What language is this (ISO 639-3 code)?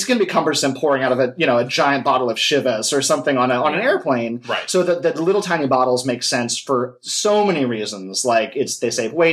eng